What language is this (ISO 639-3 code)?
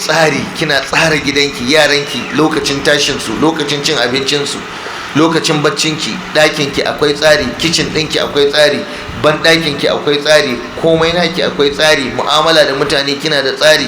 hau